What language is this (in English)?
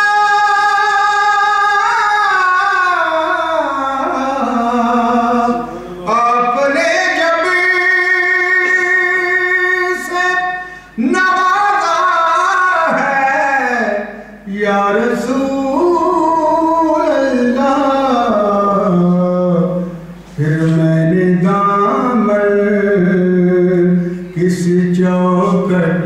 Urdu